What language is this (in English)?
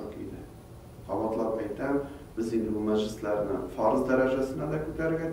Tatar